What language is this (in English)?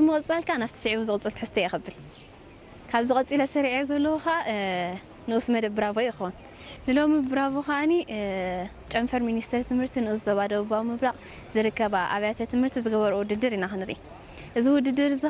Tigrinya